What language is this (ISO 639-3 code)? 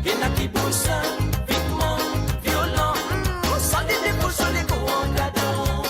mfe